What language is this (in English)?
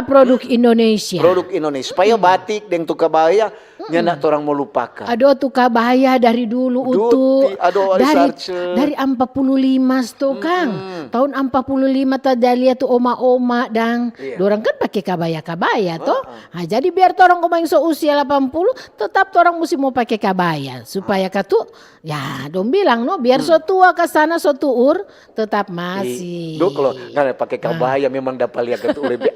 Manado Malay